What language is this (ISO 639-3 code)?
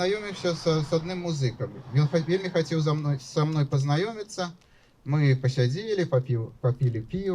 bel